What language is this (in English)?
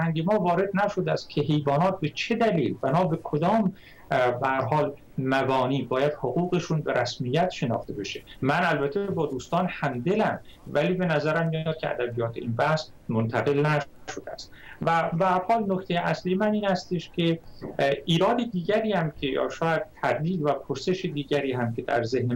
Persian